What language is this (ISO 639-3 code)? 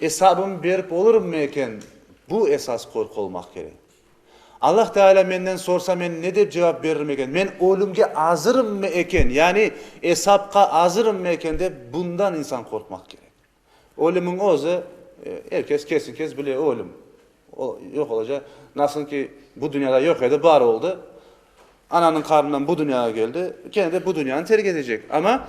crh